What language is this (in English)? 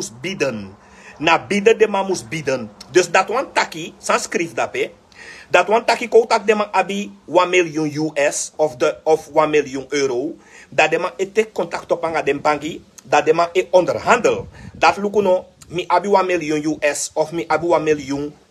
Sranan Tongo